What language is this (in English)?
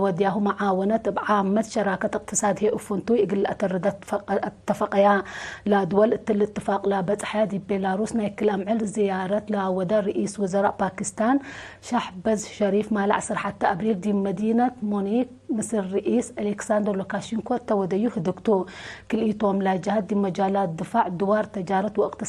Tigre